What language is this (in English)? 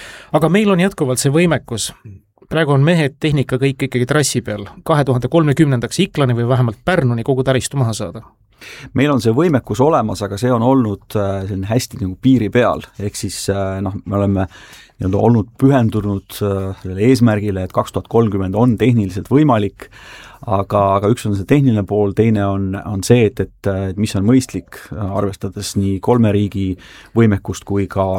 Estonian